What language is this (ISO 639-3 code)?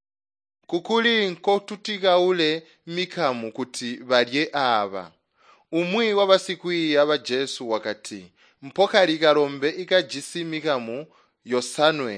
toi